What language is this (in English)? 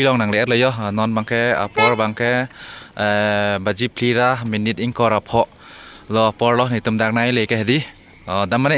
Karbi